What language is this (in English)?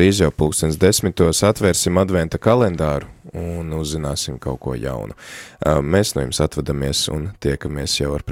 Latvian